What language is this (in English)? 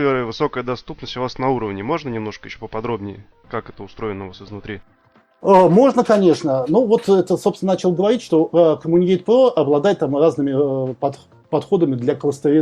Russian